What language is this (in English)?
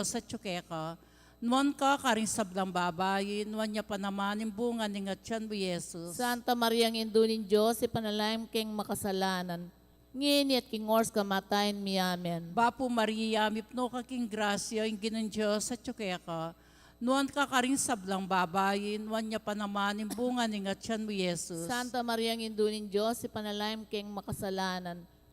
Pampanga